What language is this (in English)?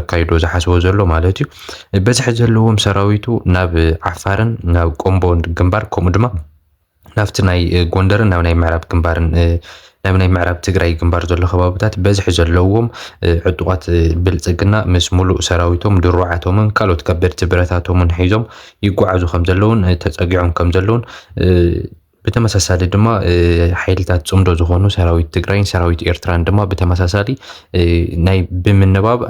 Tigrinya